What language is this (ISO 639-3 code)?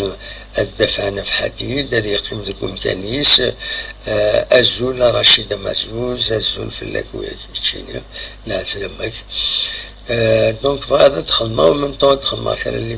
kab